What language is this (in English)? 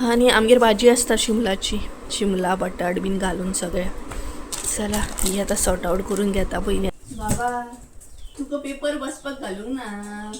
Konkani